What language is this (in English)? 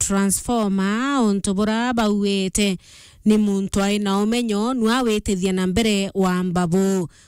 Meru